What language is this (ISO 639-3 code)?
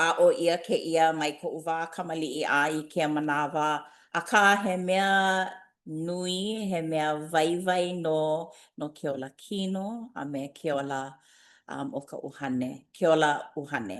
haw